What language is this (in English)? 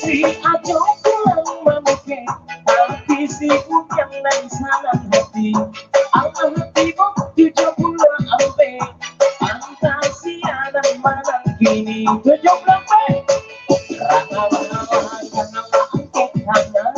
Minangkabau